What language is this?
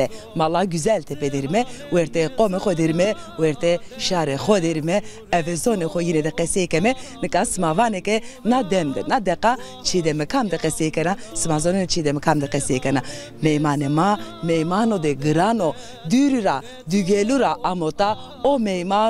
Zaza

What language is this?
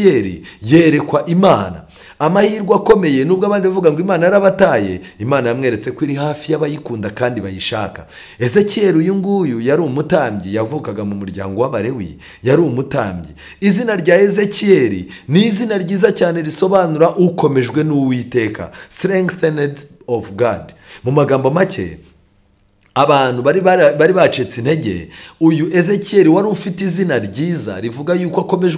Kinyarwanda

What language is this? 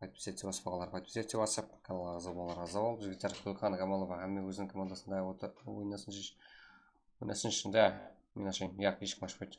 Kara-Kalpak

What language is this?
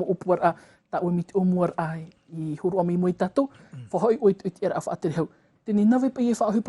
Tahitian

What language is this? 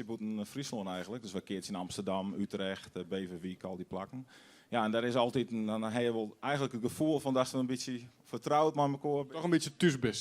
Western Frisian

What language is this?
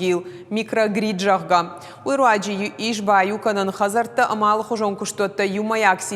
Ossetic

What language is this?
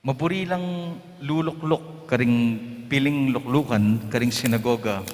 Pampanga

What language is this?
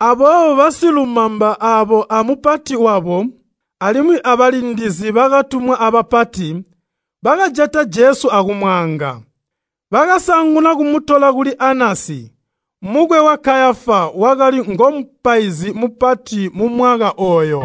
Tonga (Zambia)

